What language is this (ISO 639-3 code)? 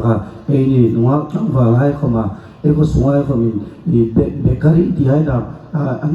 hmr